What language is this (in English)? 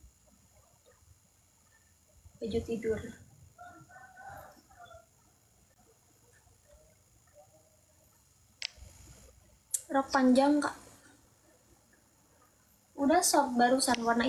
Indonesian